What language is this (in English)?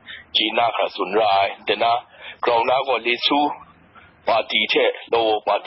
Burmese